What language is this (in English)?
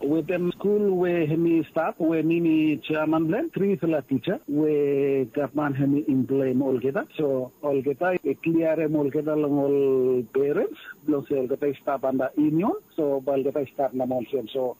Bislama